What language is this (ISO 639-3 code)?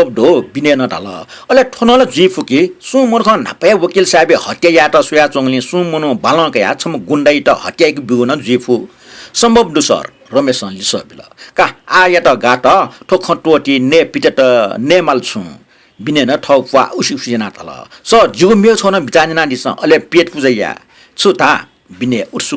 new